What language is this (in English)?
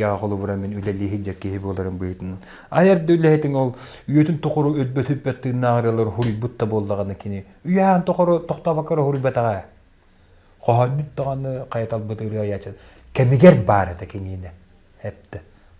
Yakut